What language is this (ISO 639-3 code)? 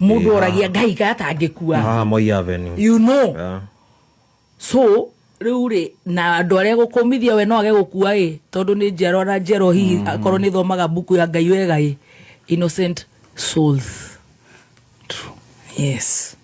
kik